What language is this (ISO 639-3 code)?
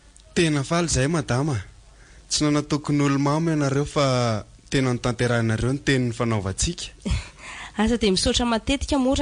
mlg